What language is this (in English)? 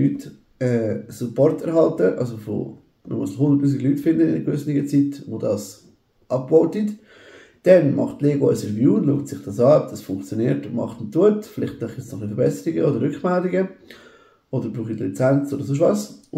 Swiss German